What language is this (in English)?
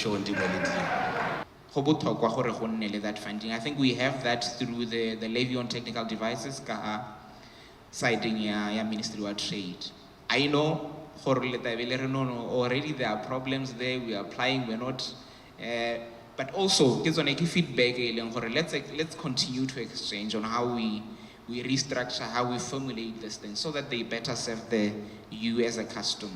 Tswana